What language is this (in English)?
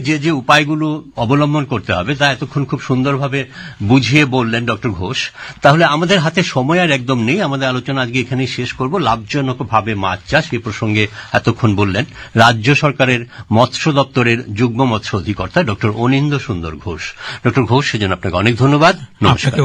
Bangla